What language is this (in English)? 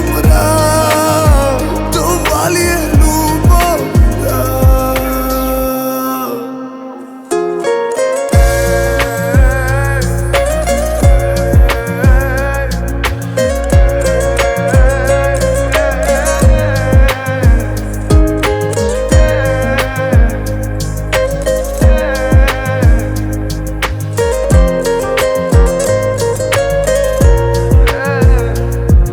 Bulgarian